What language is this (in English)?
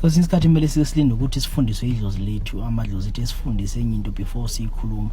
Zulu